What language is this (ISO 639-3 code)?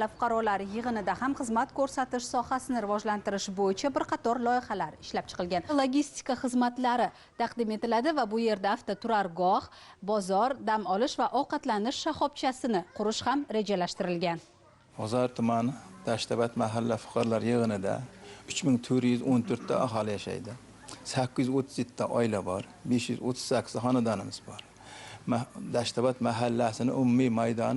uzb